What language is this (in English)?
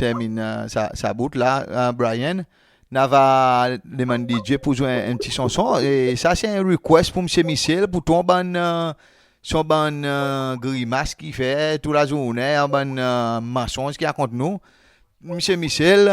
Seselwa Creole French